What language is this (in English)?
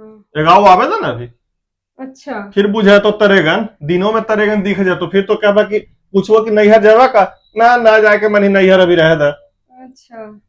Magahi